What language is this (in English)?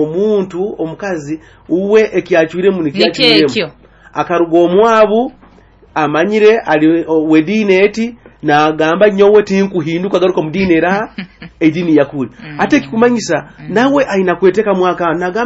Nyoro